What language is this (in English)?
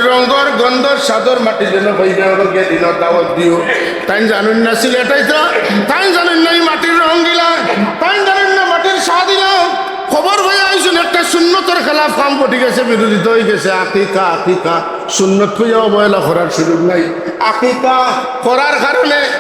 Sylheti